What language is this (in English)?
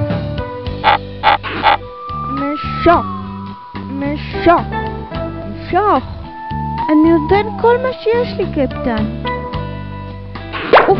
Hebrew